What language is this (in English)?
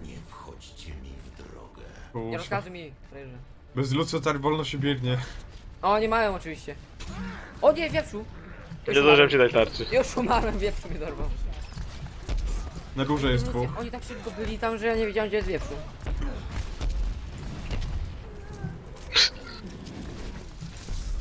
Polish